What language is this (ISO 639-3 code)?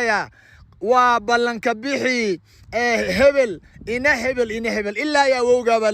som